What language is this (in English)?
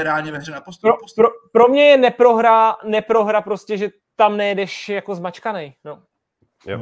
Czech